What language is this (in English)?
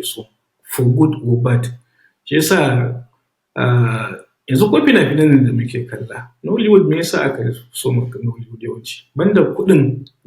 Hausa